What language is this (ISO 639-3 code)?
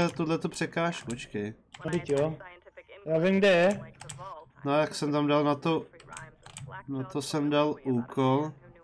ces